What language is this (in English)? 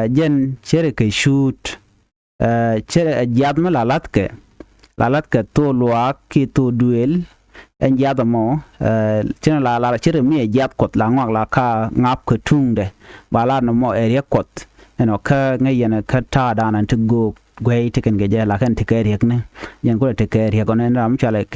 Nuer